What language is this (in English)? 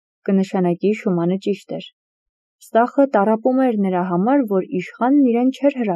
Armenian